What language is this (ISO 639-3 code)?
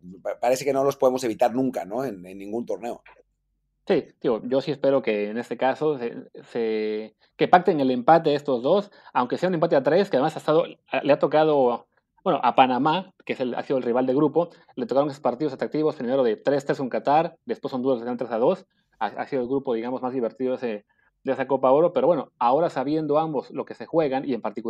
spa